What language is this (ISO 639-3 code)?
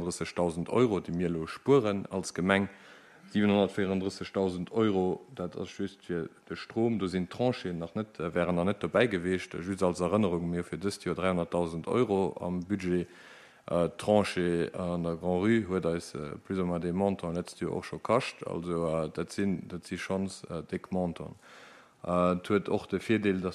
ltz